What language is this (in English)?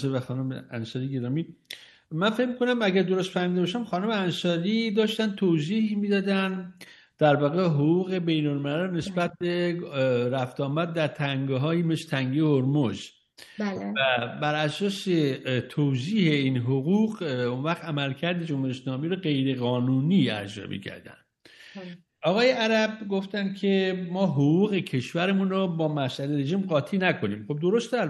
Persian